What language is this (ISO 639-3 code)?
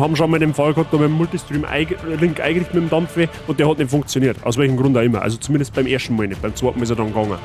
bar